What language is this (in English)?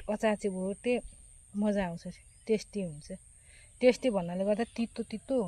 Nepali